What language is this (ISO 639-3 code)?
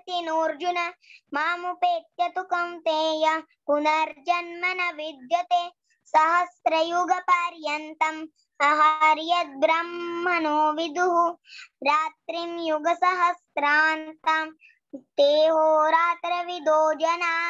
san